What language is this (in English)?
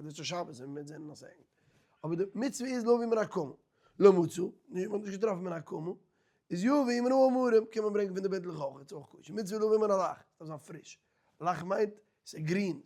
Yiddish